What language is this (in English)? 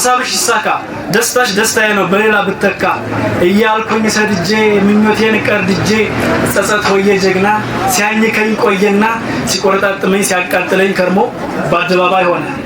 Amharic